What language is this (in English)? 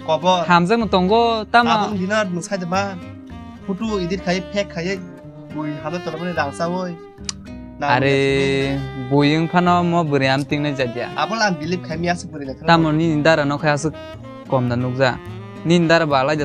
Kok Borok